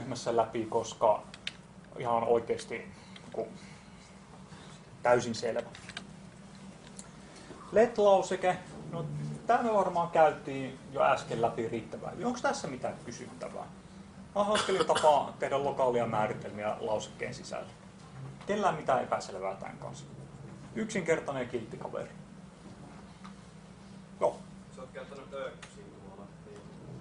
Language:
Finnish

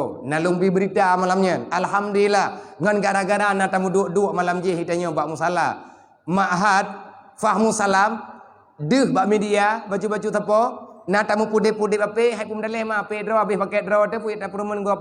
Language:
Achinese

